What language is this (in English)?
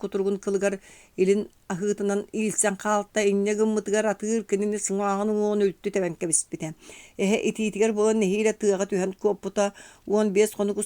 Yakut